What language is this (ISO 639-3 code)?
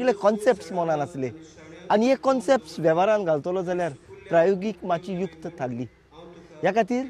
kok